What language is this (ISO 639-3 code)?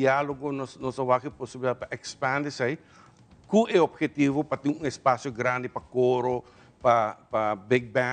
pap